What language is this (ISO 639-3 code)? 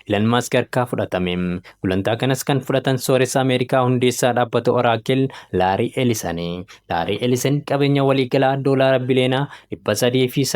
orm